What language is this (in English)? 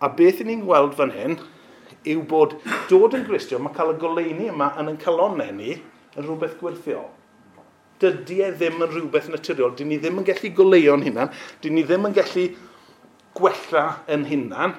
Welsh